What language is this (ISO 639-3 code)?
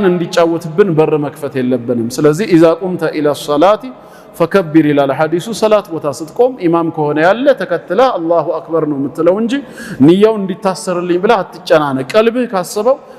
amh